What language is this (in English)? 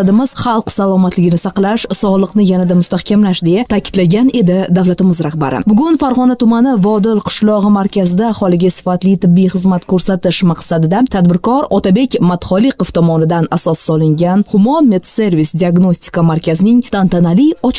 Uzbek